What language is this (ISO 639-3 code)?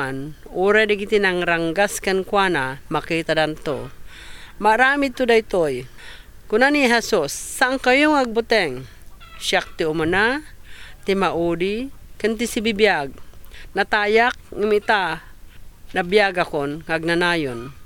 ilo